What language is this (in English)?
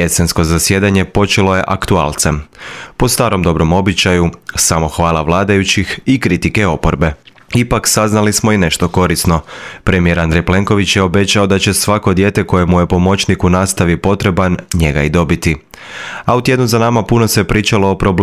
Croatian